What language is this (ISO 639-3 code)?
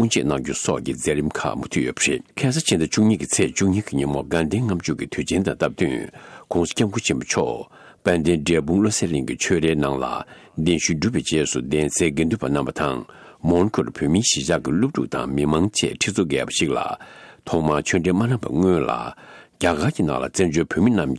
bod